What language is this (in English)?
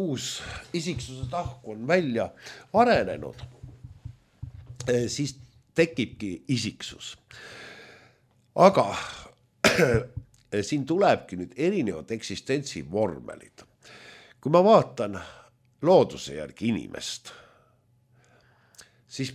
Estonian